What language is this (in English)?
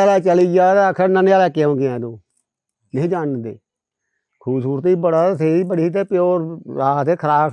Dogri